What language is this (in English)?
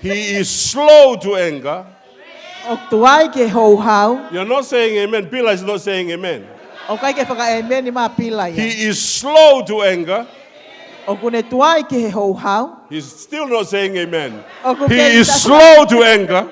Tongan